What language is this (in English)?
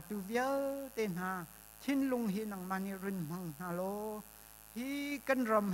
Hakha Chin